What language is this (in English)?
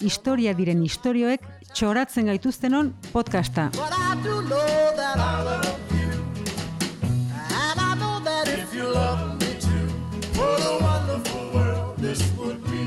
Basque